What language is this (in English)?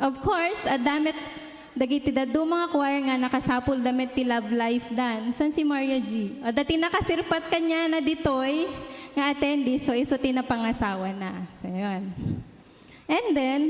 Iloko